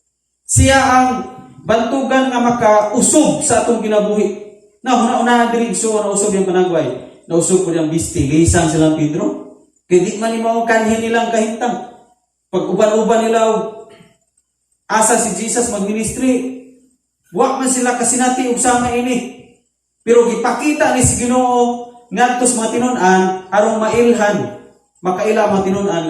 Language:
Cebuano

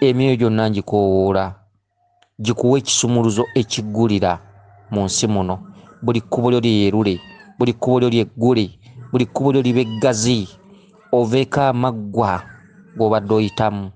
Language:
Ganda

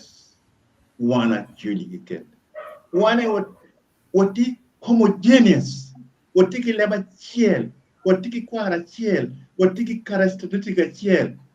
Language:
Acoli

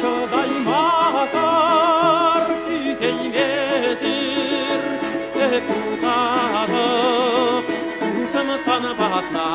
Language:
Chuvash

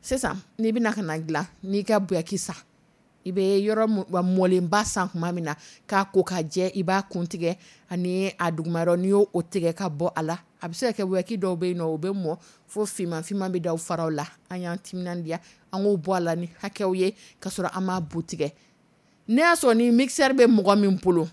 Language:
Dyula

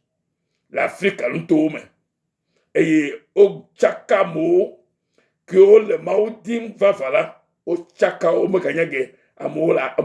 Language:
Ewe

